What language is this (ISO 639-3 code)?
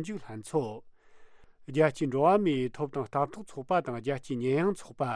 bod